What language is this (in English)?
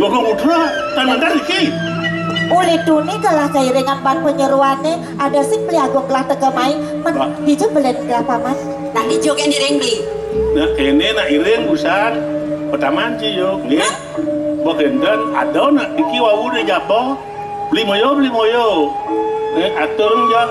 Balinese